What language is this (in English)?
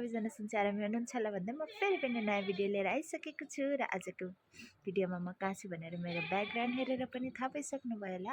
Nepali